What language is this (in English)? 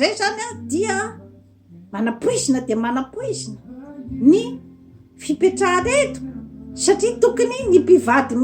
Malagasy